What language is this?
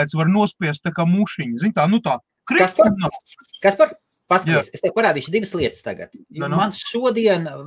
Latvian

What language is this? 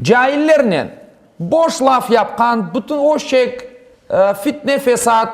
Crimean Tatar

